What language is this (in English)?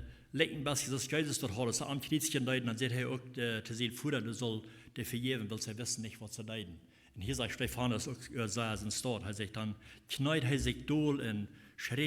Plautdietsch